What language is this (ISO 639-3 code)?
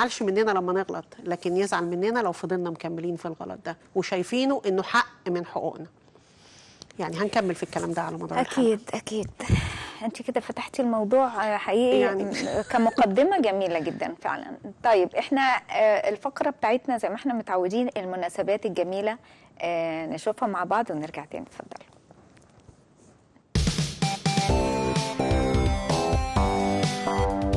arz